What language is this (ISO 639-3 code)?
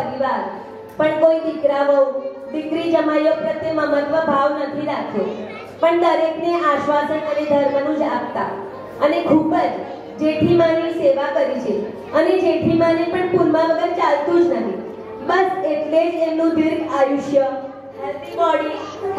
guj